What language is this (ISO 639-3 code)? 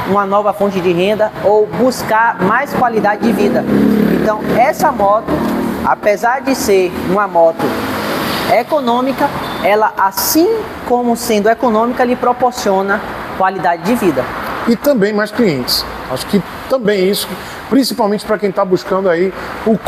por